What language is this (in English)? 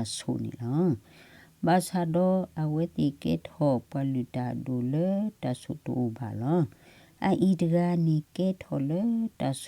S'gaw Karen